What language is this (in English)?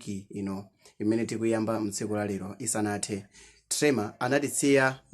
Nyanja